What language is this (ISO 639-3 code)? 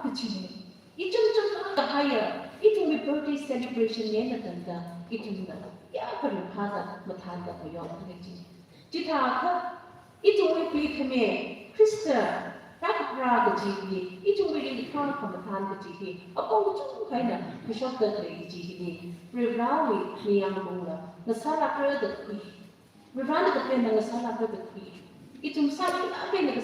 nmf